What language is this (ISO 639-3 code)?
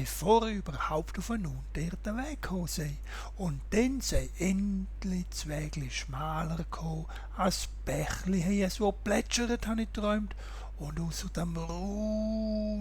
gsw